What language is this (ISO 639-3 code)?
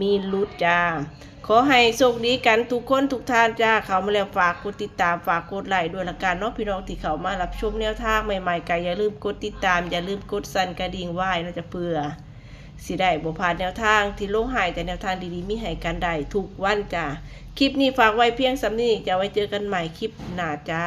tts